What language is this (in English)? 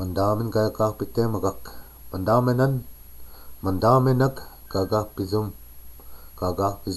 Chippewa